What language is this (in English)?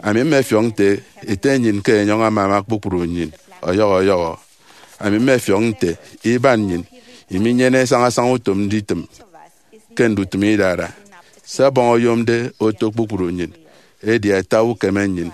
Efik